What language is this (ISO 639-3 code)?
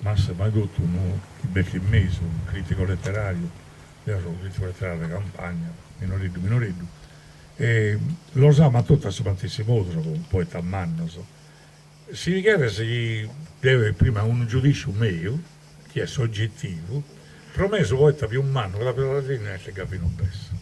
srd